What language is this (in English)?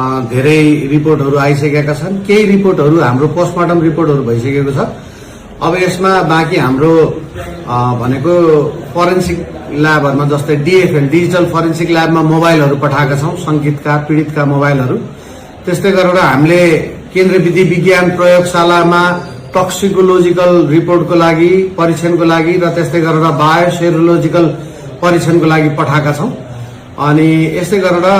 Nepali